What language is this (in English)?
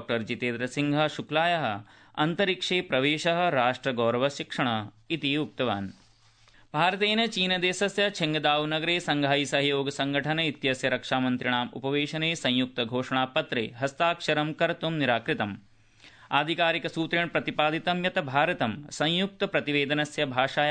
Sanskrit